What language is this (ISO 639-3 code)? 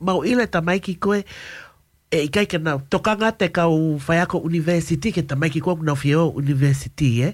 ton